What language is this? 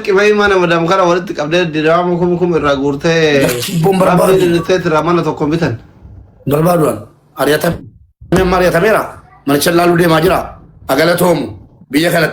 Oromo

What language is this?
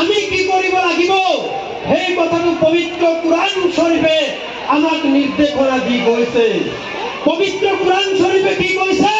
Assamese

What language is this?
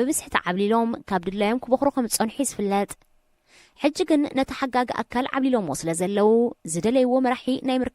Tigrinya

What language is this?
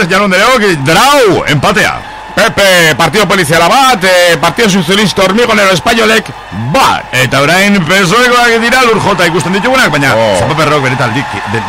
Basque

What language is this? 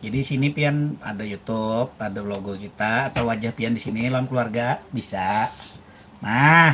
Banjar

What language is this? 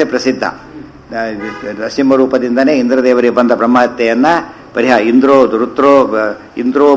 Kannada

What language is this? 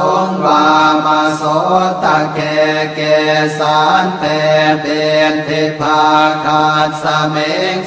Pali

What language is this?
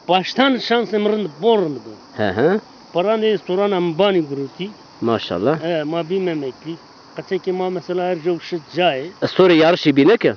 Zaza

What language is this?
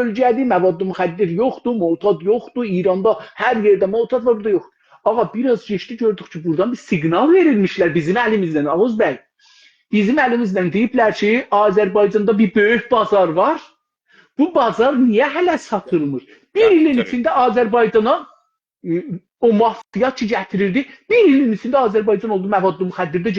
South Azerbaijani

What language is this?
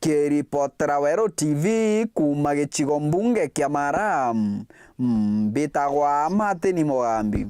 Meru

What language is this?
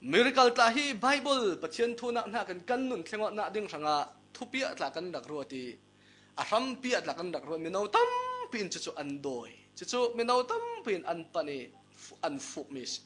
Falam Chin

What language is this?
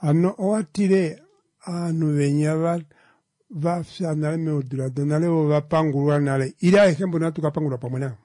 Kuanyama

